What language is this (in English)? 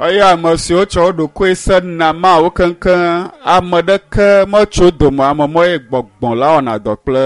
Ewe